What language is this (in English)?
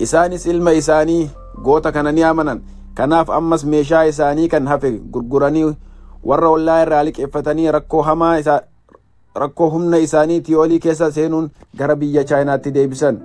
Oromo